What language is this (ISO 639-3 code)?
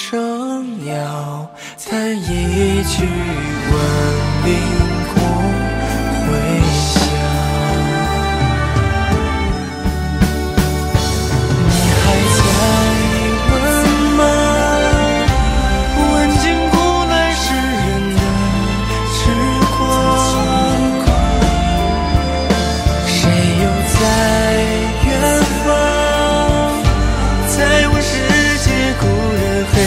zho